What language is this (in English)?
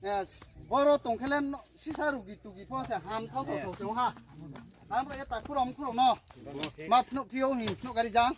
Riang (India)